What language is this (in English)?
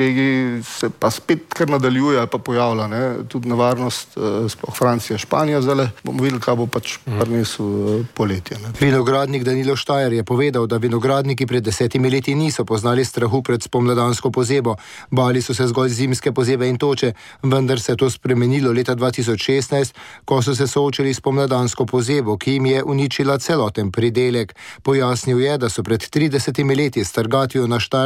Slovenian